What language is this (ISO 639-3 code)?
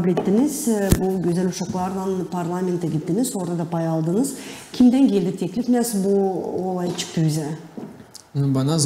gag